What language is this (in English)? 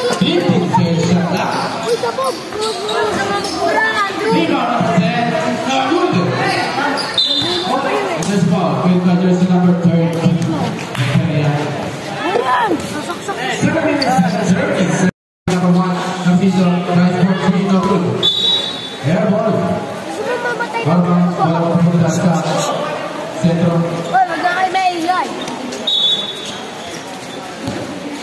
Filipino